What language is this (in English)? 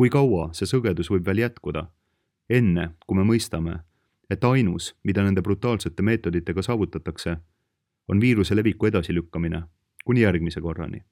Estonian